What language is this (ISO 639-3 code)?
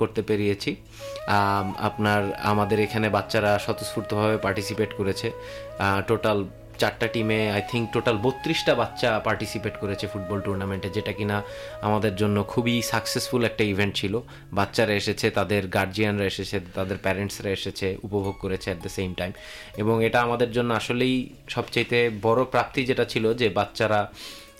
ben